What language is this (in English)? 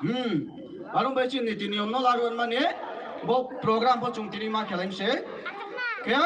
Riang (India)